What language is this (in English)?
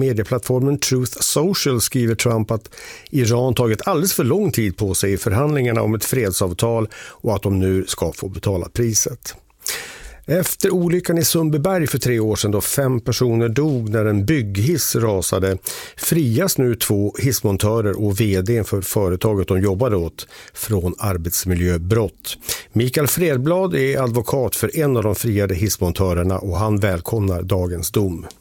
Swedish